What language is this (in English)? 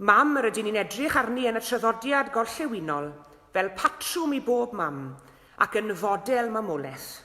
Welsh